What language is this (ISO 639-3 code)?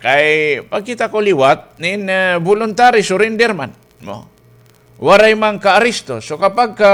war